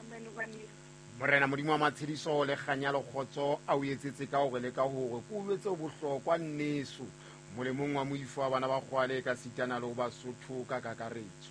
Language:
Southern Sotho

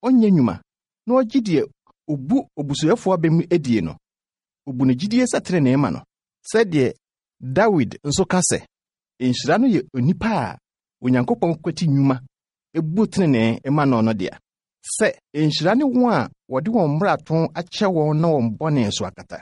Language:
Akan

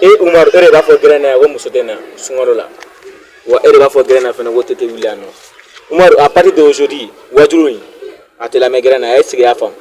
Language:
Bambara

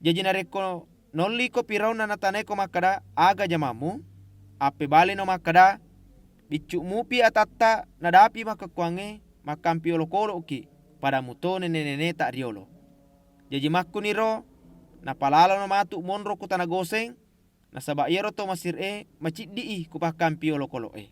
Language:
Buginese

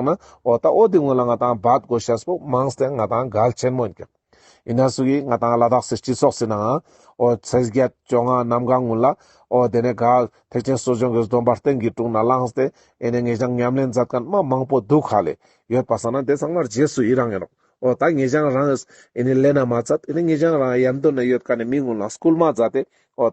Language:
Ladakhi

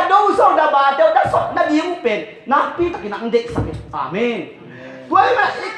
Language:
Tedim Chin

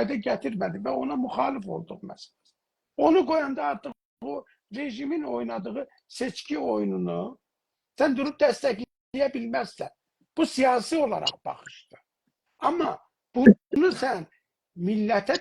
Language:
South Azerbaijani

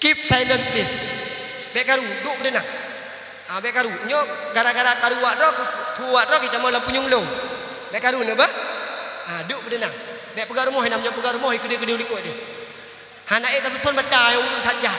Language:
Achinese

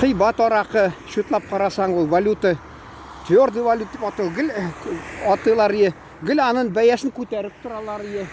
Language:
Tatar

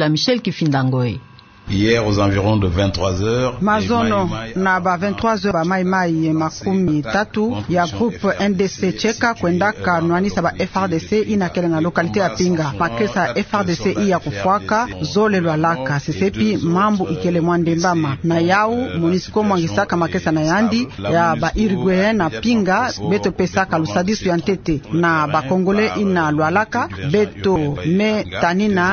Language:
Kituba (Democratic Republic of Congo)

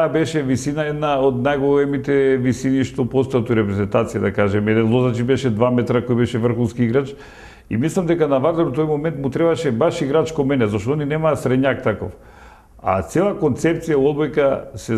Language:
Macedonian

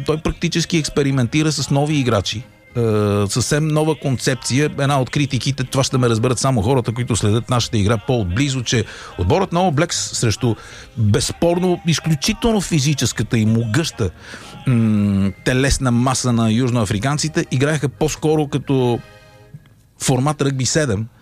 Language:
Bulgarian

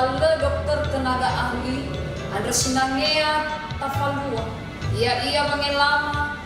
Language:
Nias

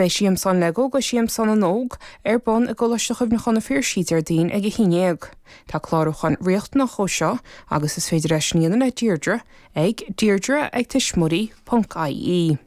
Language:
Irish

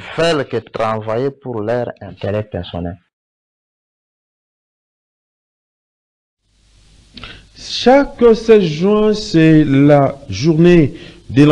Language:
French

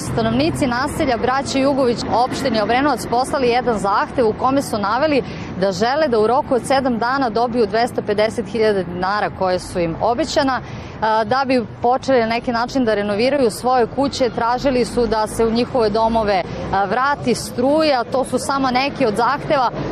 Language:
Serbian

